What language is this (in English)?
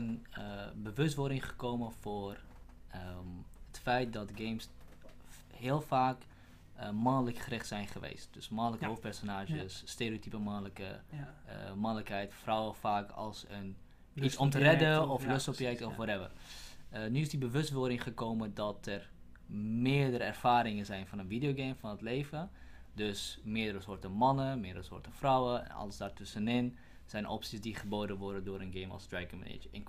Dutch